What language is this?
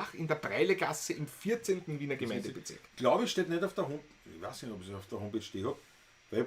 Bavarian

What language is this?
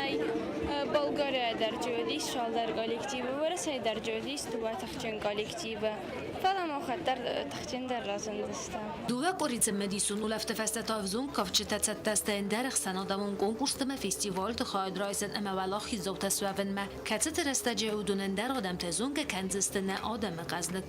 Ossetic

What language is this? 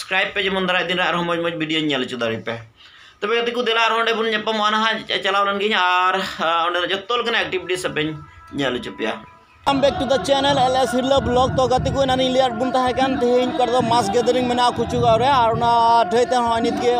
Santali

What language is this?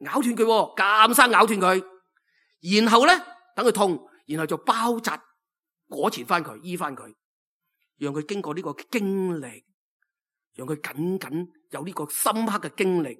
Cantonese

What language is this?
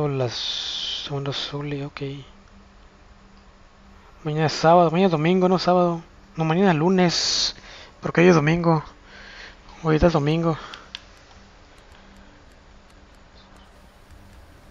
Spanish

